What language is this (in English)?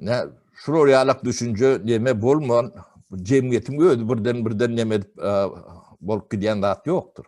Turkmen